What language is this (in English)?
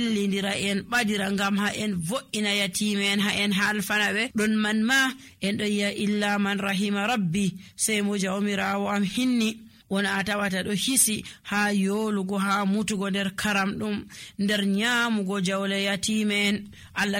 Nigerian Fulfulde